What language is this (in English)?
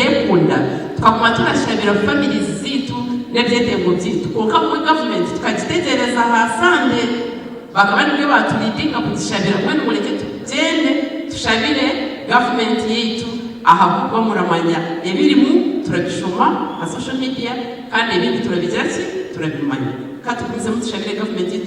Nyankole